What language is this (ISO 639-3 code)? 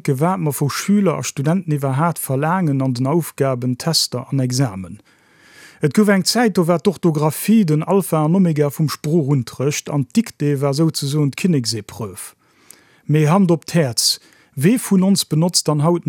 ltz